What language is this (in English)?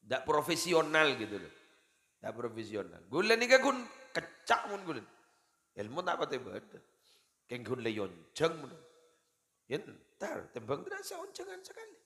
Madurese